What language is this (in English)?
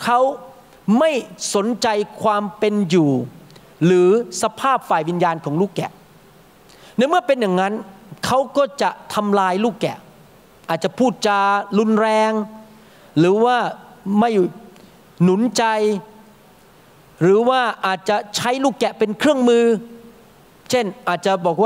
Thai